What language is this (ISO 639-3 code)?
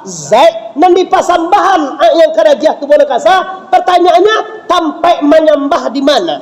min